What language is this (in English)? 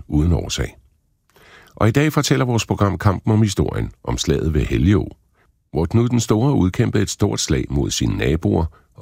Danish